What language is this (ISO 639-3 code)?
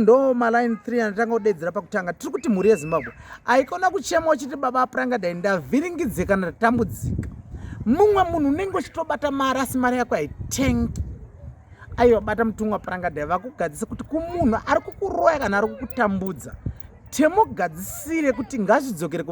sna